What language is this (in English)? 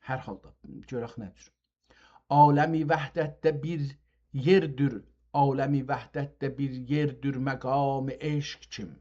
South Azerbaijani